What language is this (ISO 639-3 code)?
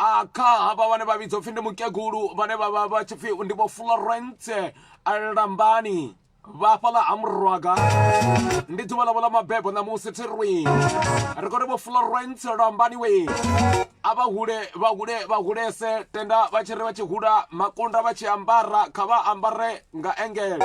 ven